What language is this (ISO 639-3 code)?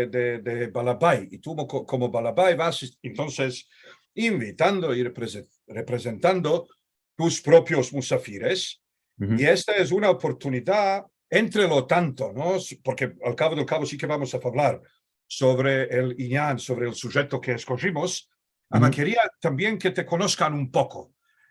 lad